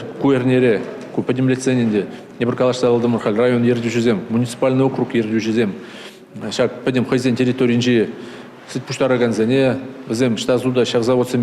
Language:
Chuvash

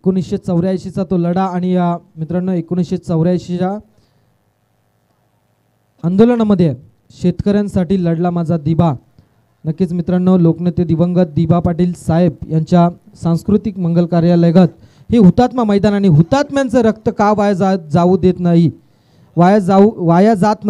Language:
Marathi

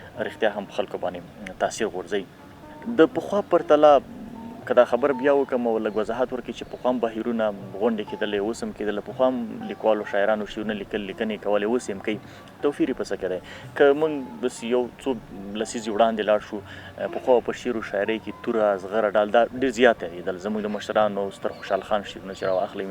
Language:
Pashto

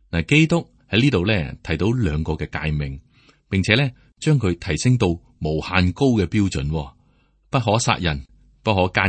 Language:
Cantonese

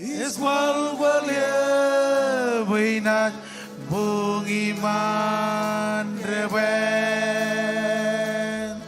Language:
Marshallese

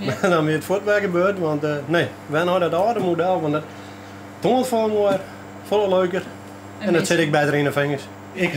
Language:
Western Frisian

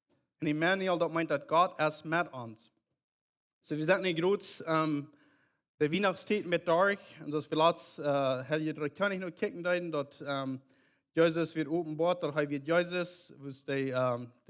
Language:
Plautdietsch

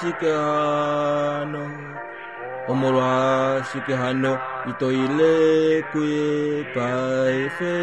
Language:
Kuanyama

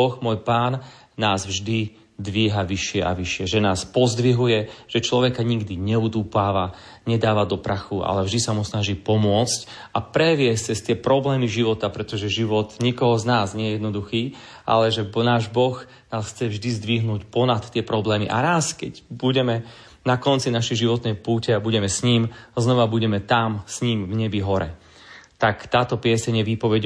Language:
Slovak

